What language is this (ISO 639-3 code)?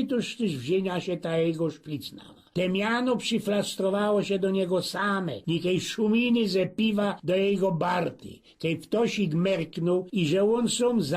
szl